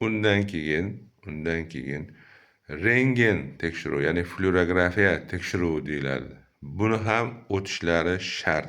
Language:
Uzbek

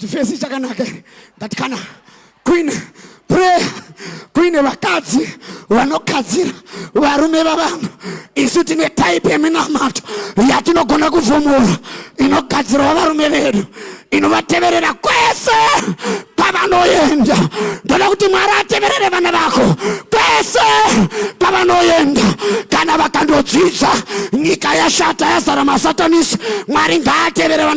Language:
Shona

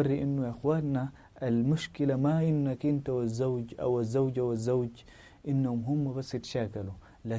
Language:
Sudanese Arabic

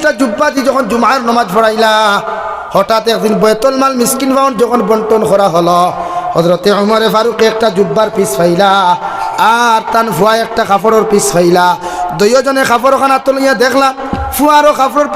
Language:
Sylheti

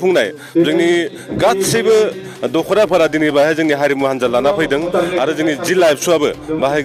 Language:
Bodo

